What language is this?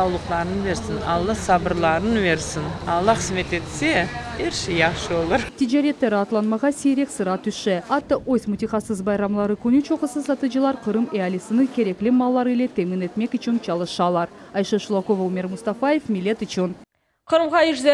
Crimean Tatar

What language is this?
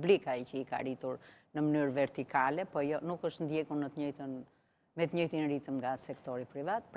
Albanian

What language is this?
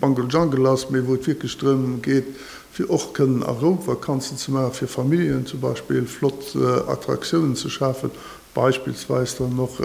Luxembourgish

